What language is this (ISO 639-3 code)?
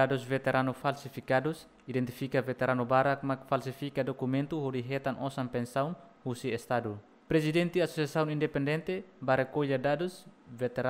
tet